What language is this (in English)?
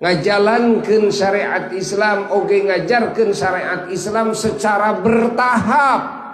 Sundanese